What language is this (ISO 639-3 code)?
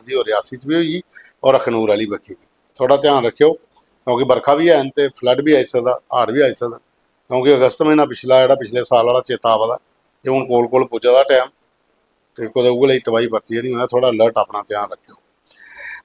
doi